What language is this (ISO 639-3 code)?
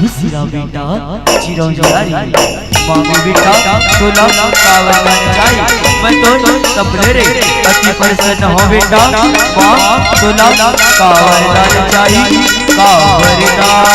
hne